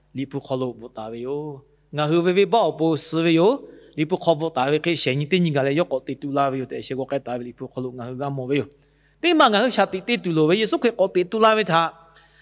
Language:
Lahu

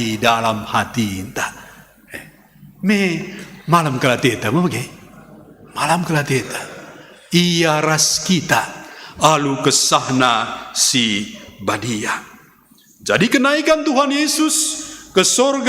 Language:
Batak Karo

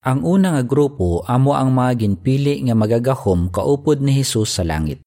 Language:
Hiligaynon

